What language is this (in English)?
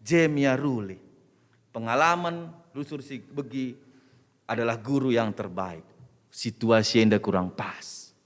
Batak Karo